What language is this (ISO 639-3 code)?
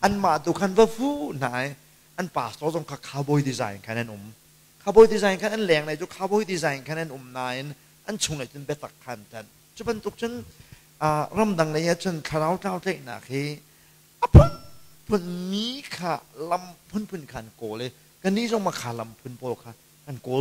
cnh